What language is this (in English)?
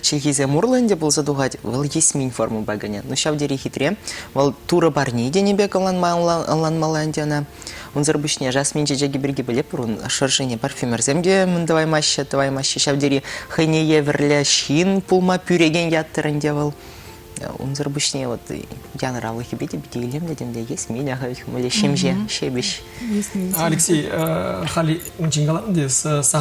Chuvash